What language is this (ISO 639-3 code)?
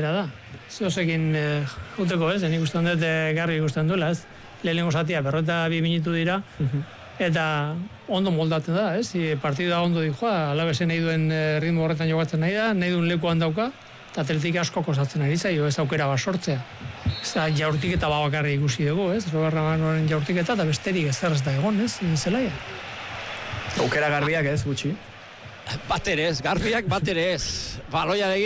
eus